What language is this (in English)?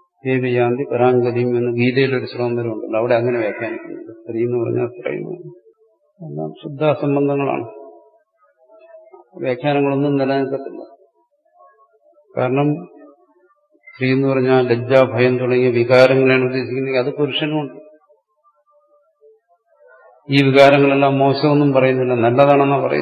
Malayalam